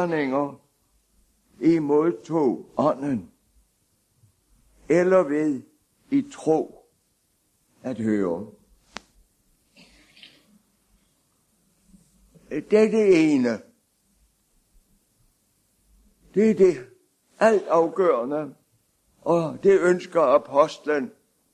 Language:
Danish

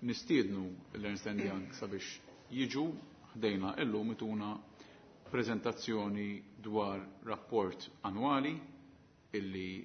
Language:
Maltese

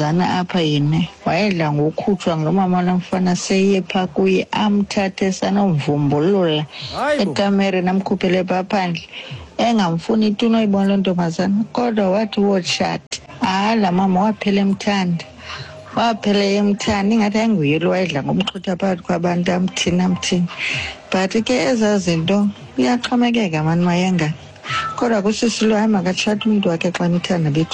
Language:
Xhosa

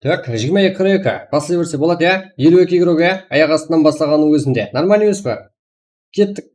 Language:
Kara-Kalpak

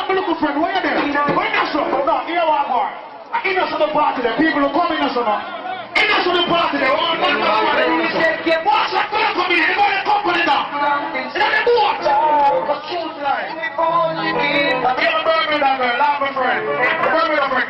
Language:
Jamaican Creole English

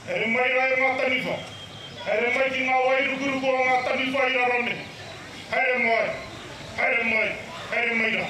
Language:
Māori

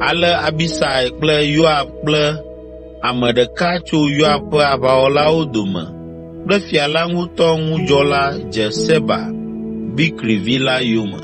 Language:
Ewe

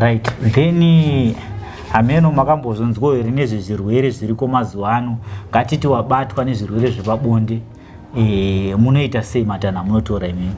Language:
Shona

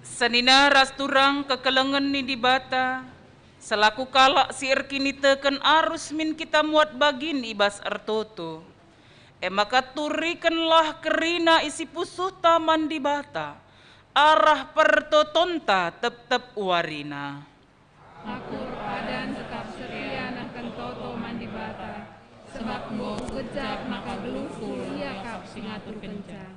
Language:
Batak Karo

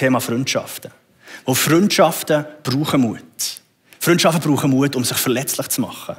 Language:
Swiss German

